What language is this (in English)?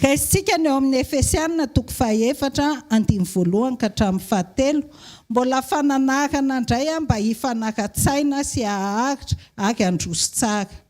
Malagasy